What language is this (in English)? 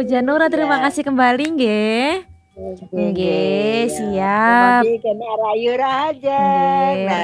Balinese